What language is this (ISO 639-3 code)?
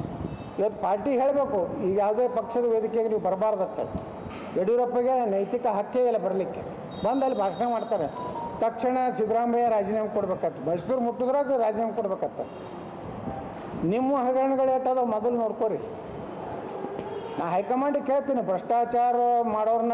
kan